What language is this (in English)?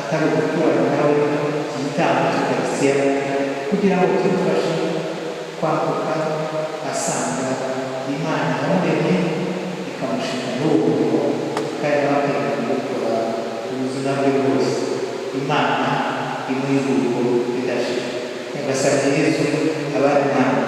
Kinyarwanda